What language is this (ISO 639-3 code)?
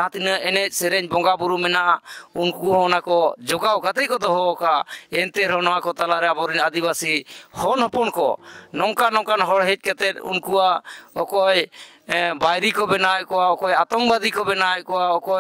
sat